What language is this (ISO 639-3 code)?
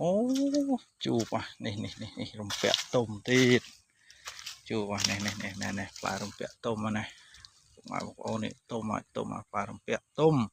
khm